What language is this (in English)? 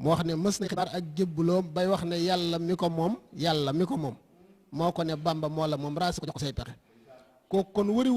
Wolof